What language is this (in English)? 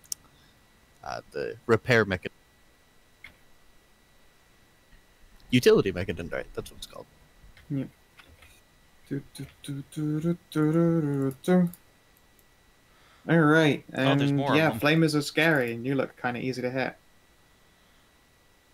English